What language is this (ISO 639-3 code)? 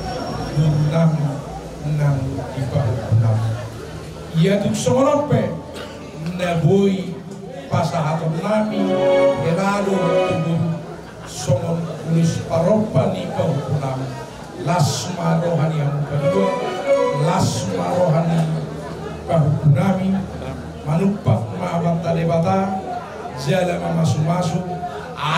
bbc